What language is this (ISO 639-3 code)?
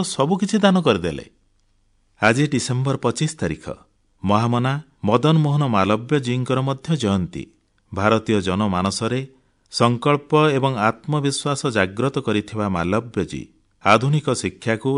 ori